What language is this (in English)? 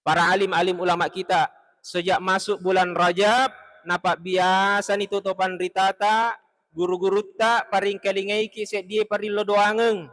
Buginese